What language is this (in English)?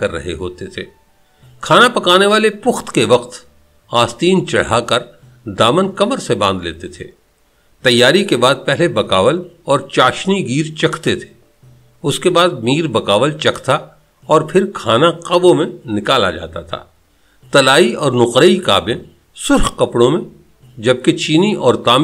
Urdu